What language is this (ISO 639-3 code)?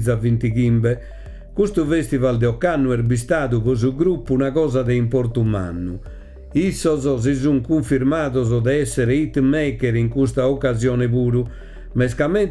srd